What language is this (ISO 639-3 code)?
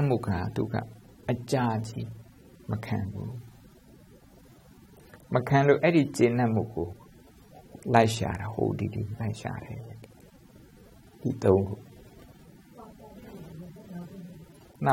mya